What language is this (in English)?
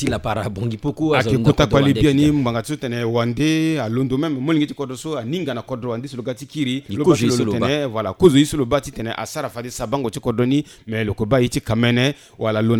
Sango